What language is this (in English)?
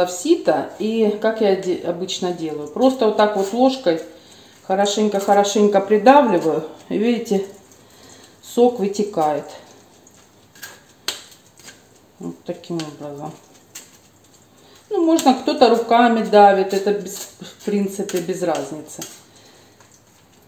Russian